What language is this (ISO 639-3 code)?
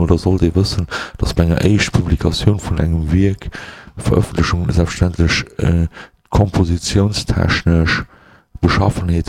ltz